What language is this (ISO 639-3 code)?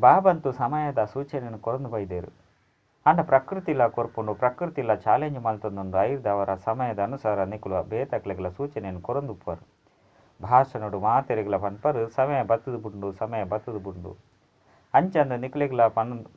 tcy